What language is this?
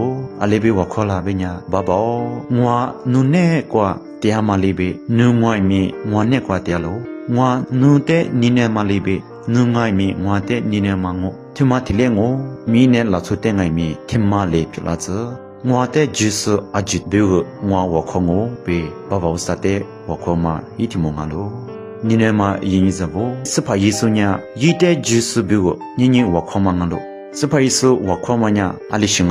Lisu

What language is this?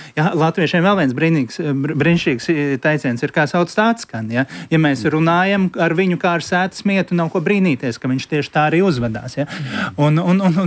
Latvian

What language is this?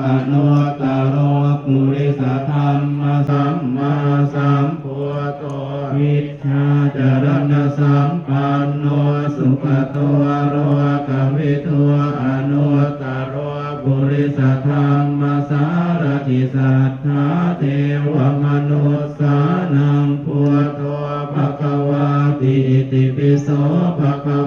Pali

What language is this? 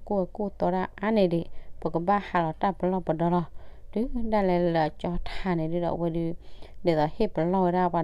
S'gaw Karen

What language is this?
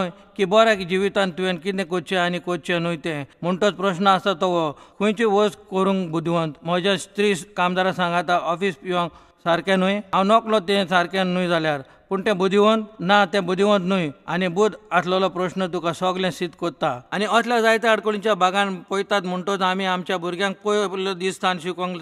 Konkani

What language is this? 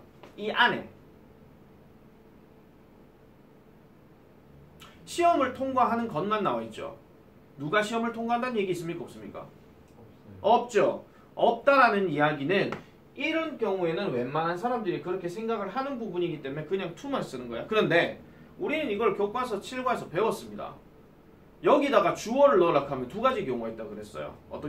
Korean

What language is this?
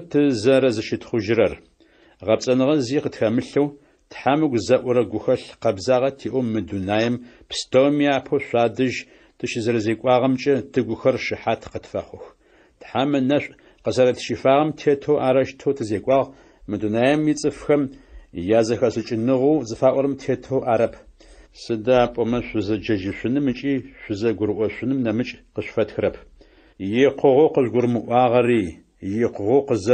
Adyghe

